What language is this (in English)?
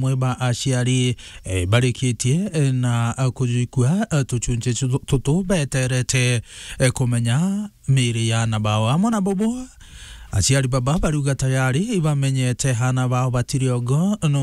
Meru